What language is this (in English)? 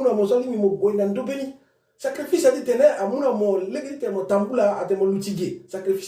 Sango